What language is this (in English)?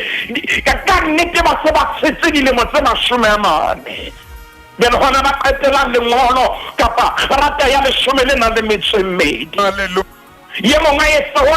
Southern Sotho